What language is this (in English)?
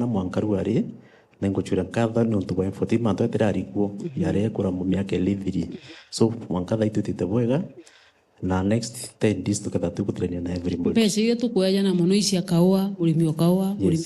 Meru